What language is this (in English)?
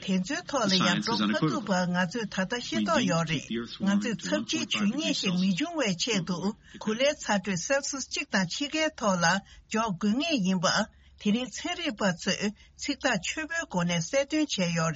Tibetan